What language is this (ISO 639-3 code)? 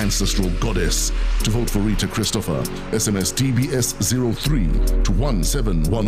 tsn